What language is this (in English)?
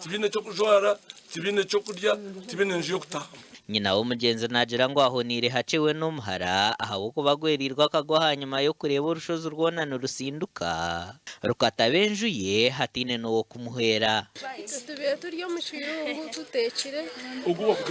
Nyankole